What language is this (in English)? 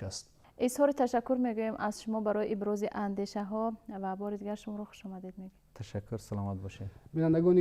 Tajik